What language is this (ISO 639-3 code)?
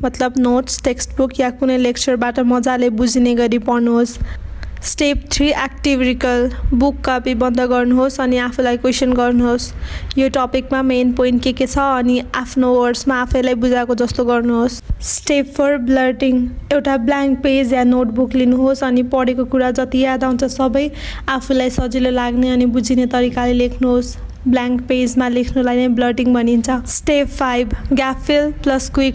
nep